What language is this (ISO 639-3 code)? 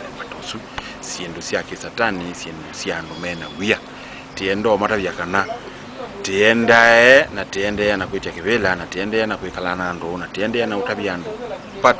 kam